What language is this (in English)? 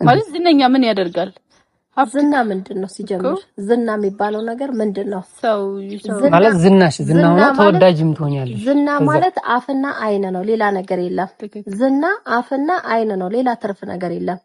Amharic